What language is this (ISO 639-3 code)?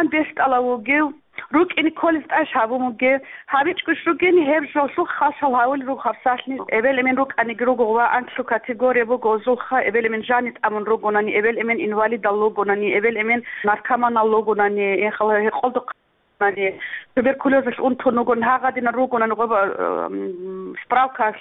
ava